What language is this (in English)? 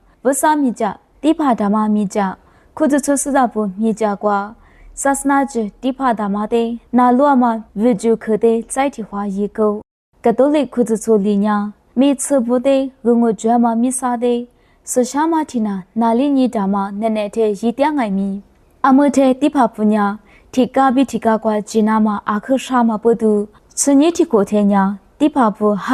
Lisu